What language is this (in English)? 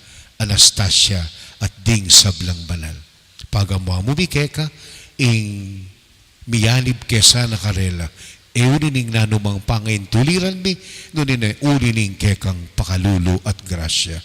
Pampanga